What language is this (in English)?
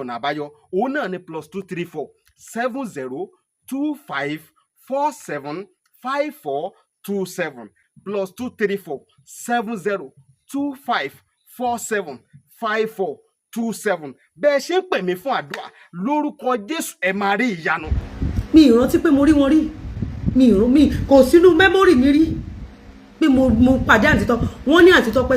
Yoruba